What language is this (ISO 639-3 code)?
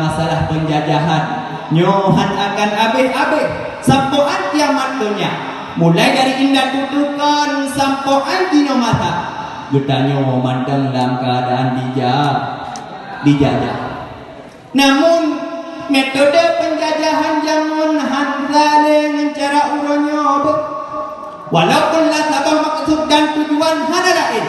ace